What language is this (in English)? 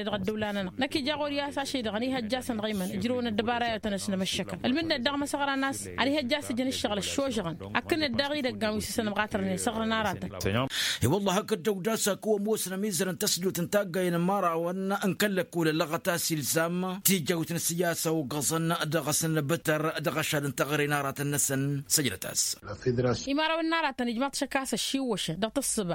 Tamasheq